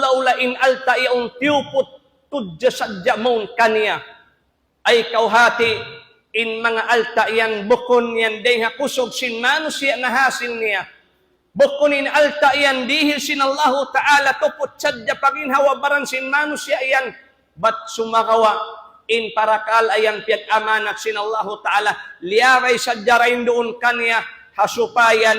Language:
Tausug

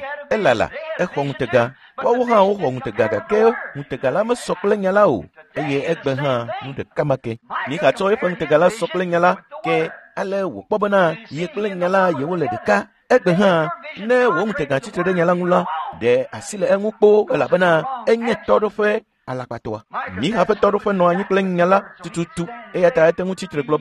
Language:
Ewe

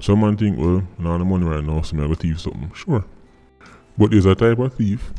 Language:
Jamaican Creole English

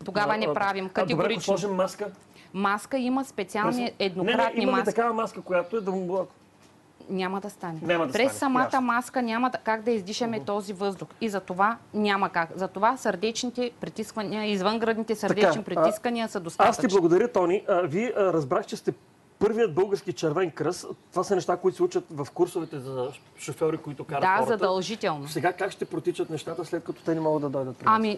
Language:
Bulgarian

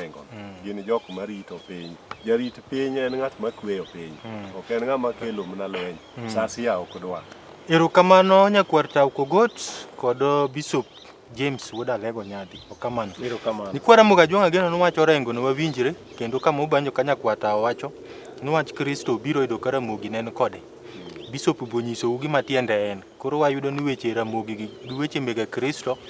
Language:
Luo (Kenya and Tanzania)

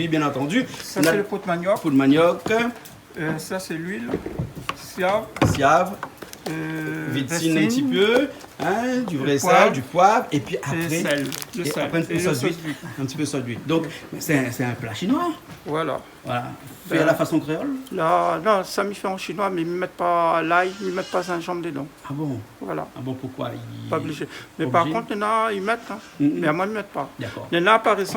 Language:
Réunion Creole French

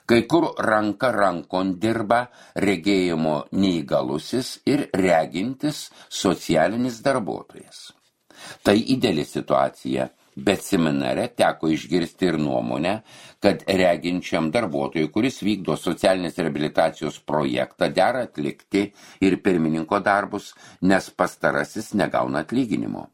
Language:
Lithuanian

